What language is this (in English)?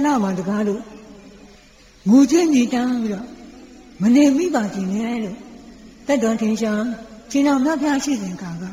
Burmese